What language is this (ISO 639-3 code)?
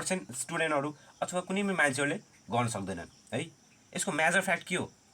nep